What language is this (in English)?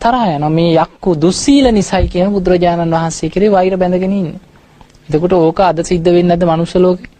Sinhala